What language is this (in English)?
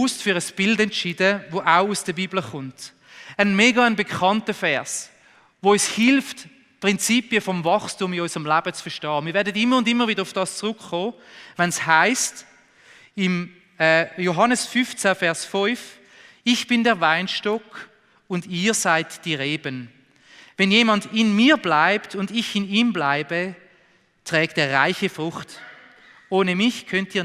Swiss German